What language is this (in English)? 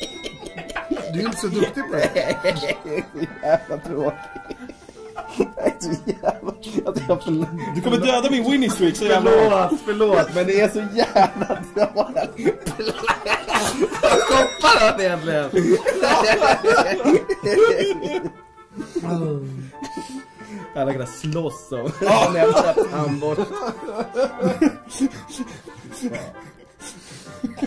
Swedish